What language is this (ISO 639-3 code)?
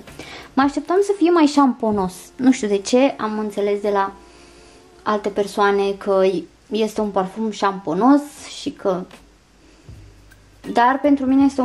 ron